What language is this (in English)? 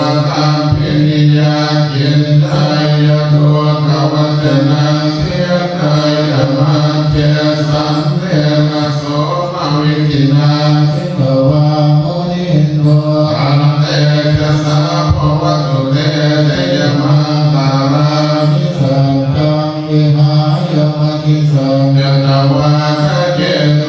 Pali